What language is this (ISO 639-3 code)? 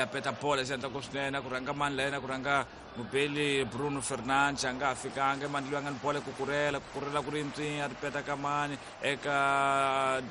tso